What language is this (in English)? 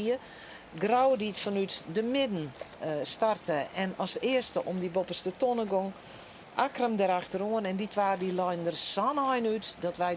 Western Frisian